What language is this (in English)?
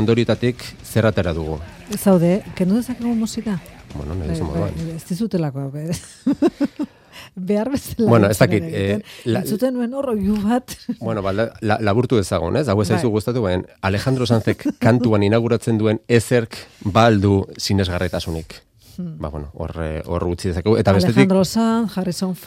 Basque